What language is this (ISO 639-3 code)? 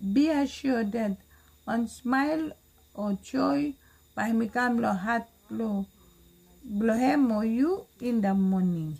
bis